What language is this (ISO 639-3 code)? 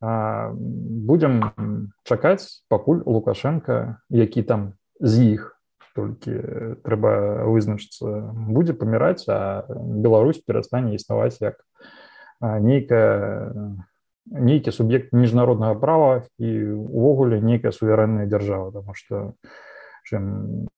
bel